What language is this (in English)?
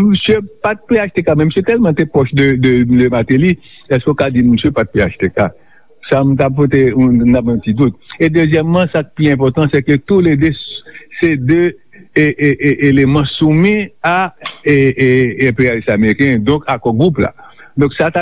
Haitian Creole